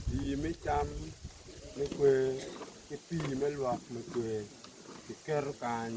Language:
Acoli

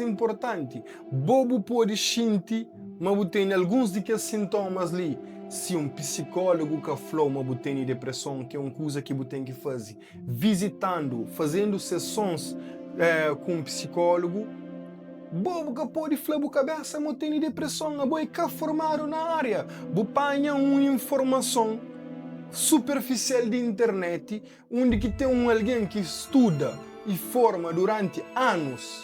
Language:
Kabuverdianu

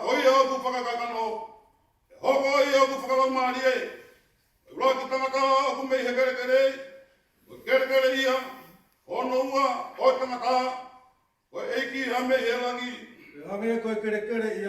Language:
Tongan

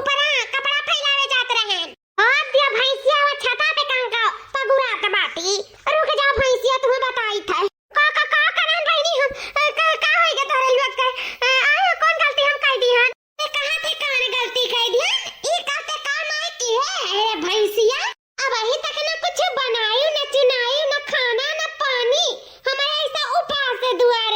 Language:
Awadhi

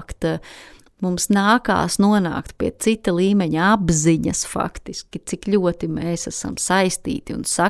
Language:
Latvian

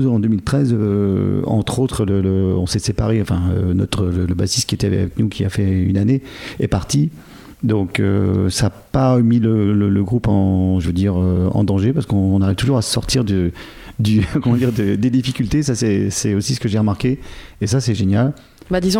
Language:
French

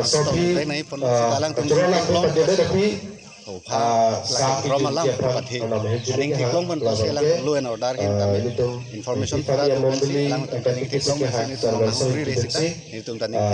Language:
Karbi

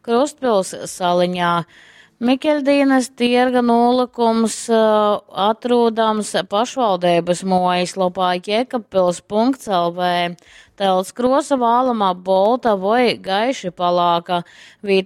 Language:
Latgalian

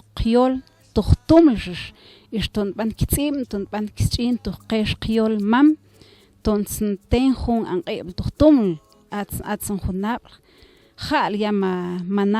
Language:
Mam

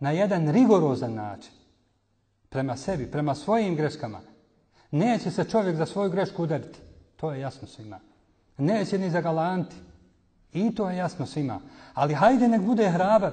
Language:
Bosnian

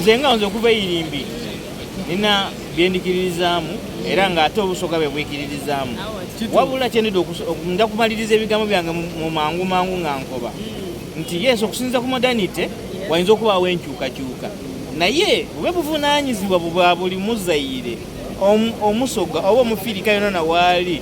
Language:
Soga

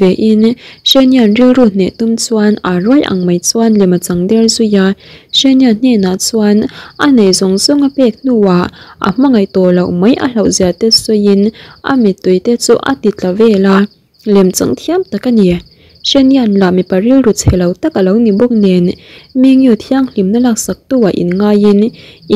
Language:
Mizo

